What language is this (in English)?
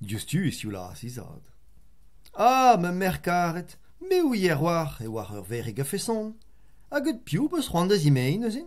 Breton